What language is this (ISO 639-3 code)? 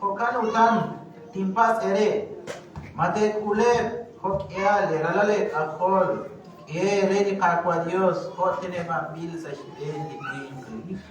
kek